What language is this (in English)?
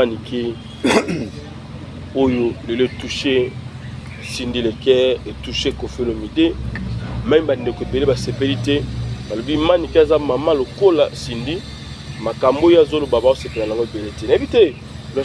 Lingala